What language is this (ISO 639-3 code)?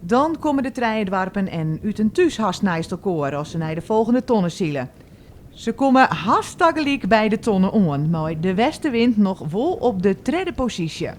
fry